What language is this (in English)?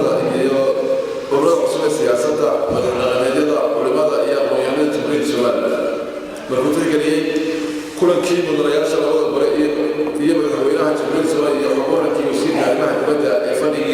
Somali